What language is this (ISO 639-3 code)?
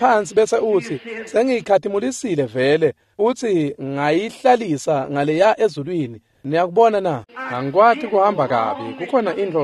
ssw